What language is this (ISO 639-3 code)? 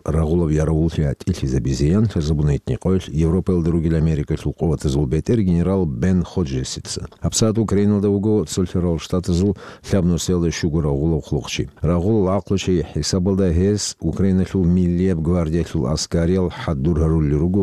ava